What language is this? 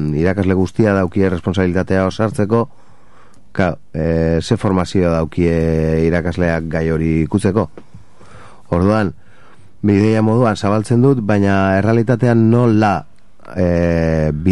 Basque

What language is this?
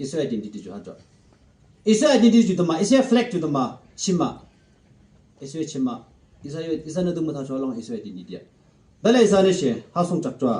Yimchungru Naga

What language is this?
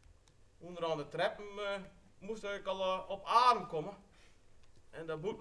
Western Frisian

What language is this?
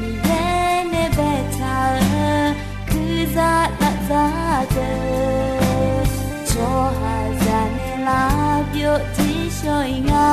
Akha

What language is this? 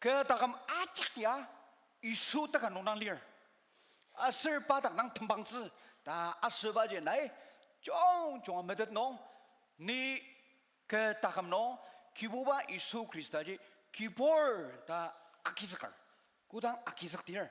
Ao Naga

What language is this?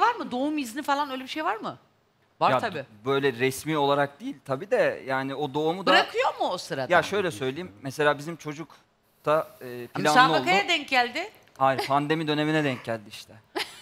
Turkish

